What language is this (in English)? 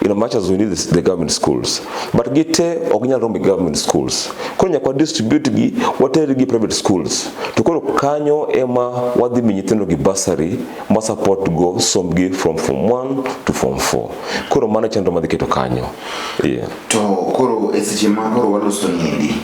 Luo (Kenya and Tanzania)